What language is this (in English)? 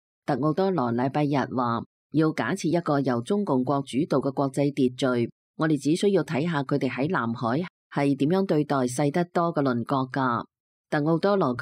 Cantonese